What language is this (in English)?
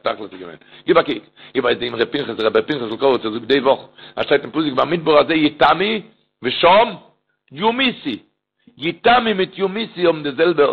Yiddish